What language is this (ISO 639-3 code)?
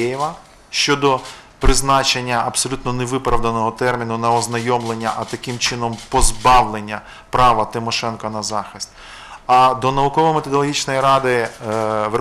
ukr